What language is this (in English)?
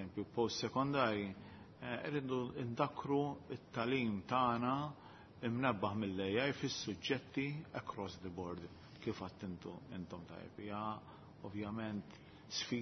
Maltese